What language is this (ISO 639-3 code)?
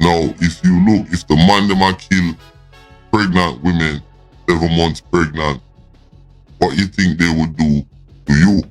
jam